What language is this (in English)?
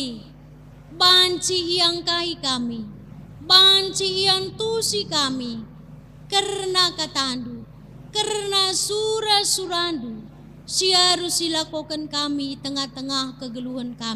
Batak Karo